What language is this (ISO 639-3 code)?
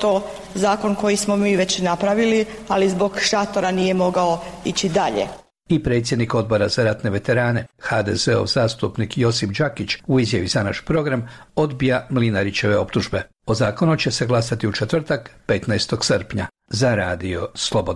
hrv